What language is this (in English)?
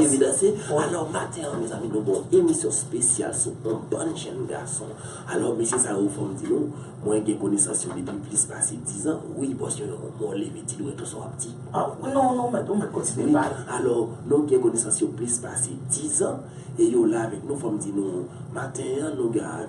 Haitian Creole